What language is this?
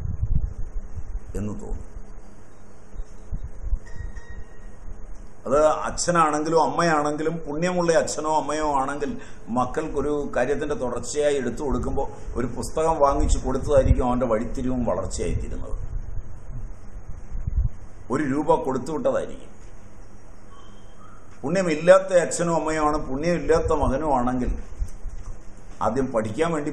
Malayalam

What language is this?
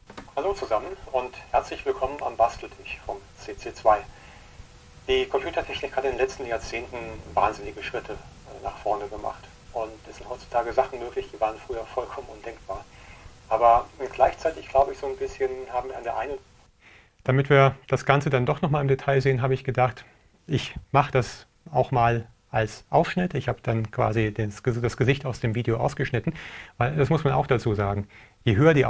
German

